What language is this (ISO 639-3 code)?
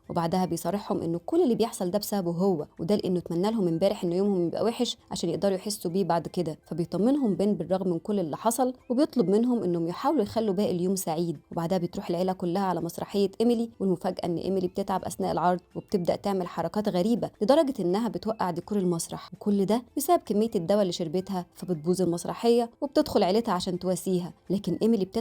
arz